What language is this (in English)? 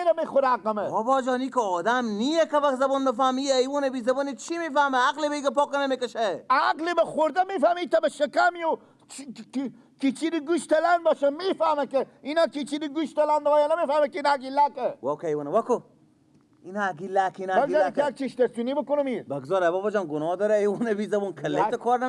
Persian